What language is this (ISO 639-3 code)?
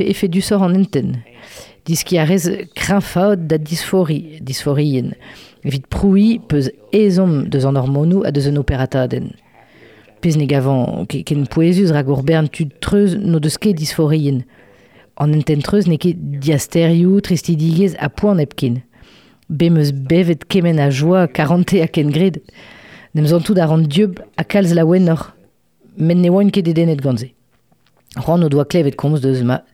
bre